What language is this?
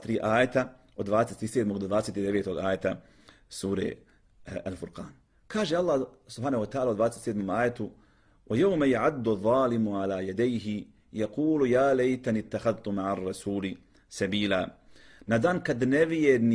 Bosnian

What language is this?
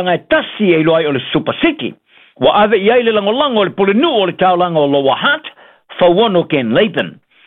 Samoan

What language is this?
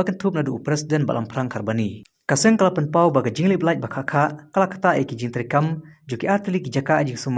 Khasi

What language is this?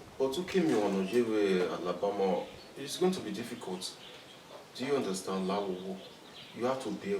Bini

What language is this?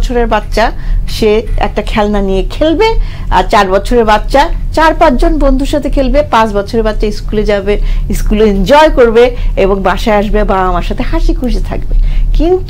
Bangla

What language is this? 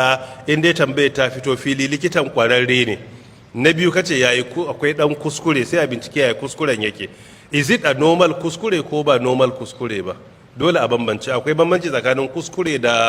Hausa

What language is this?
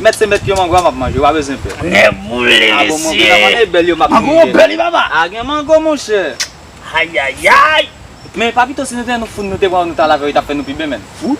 Haitian Creole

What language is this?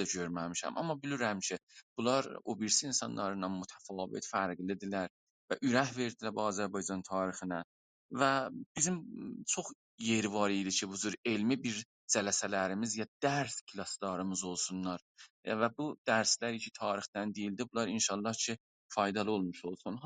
South Azerbaijani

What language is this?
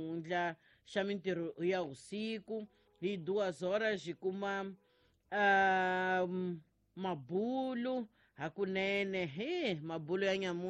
Tsonga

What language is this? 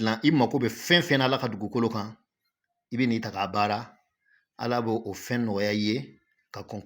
Bambara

